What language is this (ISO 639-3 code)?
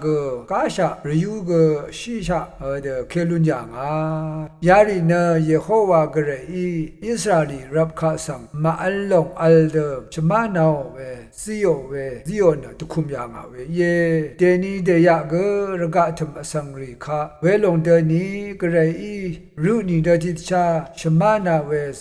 raw